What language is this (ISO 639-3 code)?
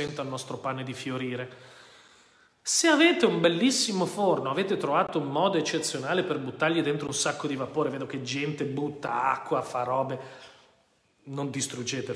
ita